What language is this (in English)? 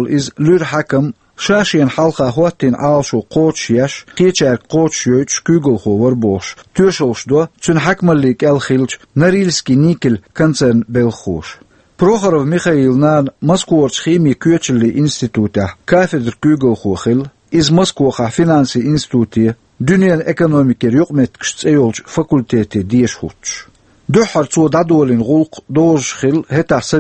Chechen